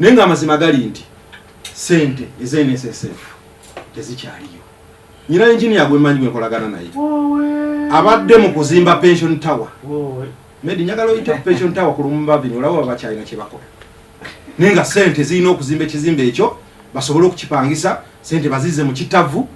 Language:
Ganda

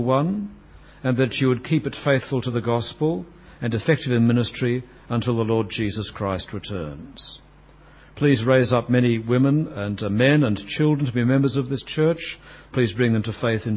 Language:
English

